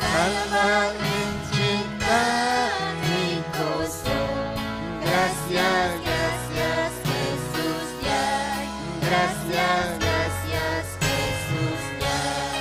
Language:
Ayacucho Quechua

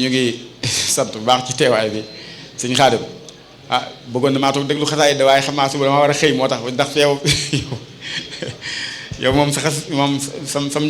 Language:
Wolof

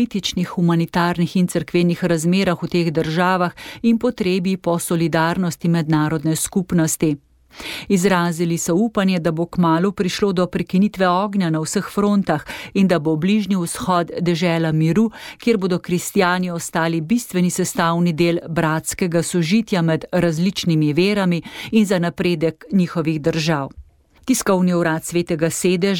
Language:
Slovenian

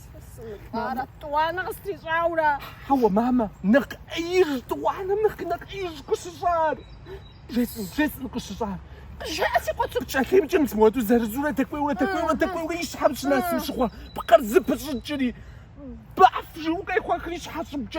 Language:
Kabardian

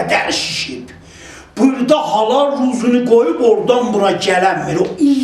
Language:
South Azerbaijani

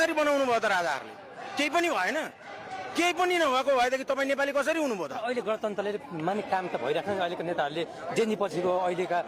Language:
Nepali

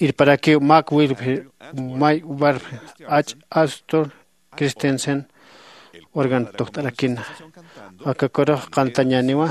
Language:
Aymara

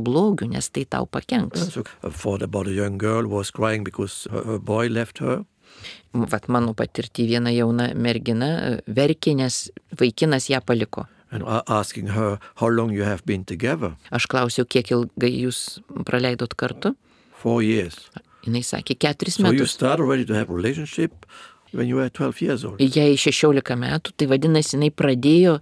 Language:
Lithuanian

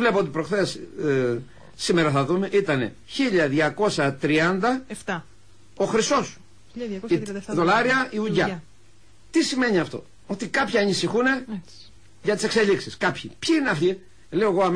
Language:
Greek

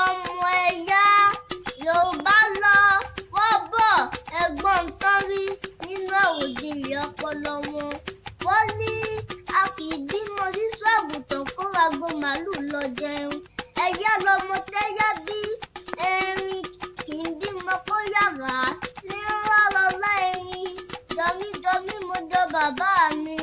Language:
Yoruba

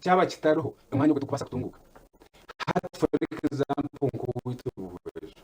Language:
Nyankole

